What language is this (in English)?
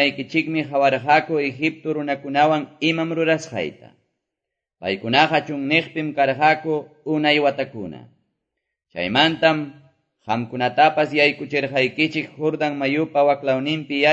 Quechua